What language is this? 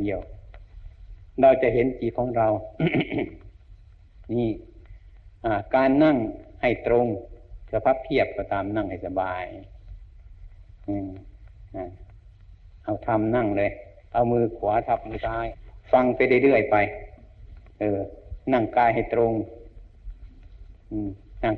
Thai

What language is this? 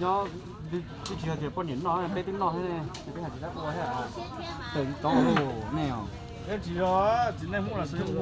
Hmong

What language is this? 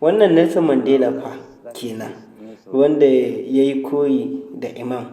Hausa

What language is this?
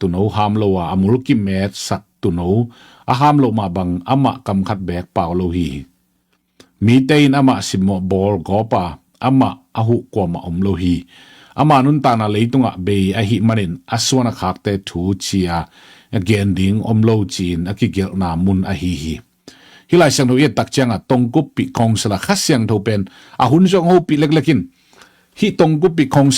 Tedim Chin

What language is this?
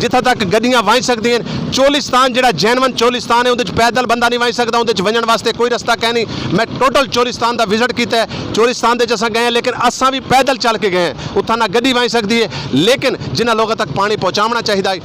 Saraiki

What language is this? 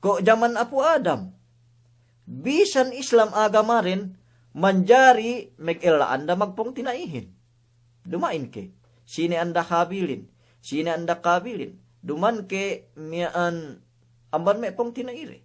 Yakan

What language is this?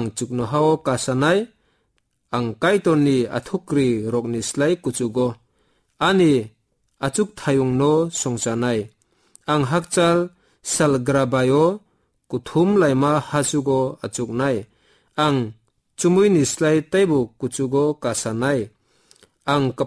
Kok Borok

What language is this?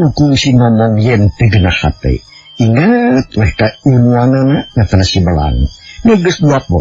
Sundanese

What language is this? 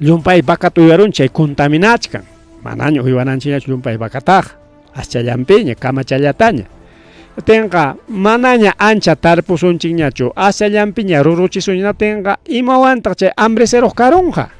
Ayacucho Quechua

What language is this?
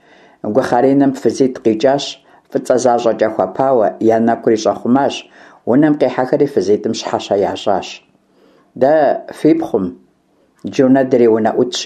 Kabardian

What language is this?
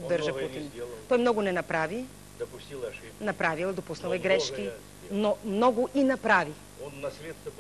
Bulgarian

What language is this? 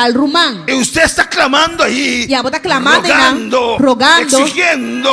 Papiamento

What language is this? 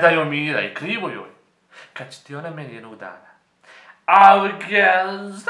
Bosnian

